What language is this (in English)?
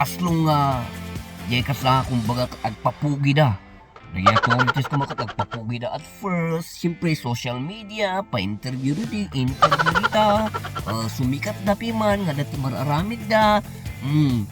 Iloko